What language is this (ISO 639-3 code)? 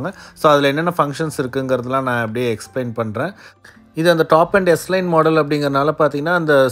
tam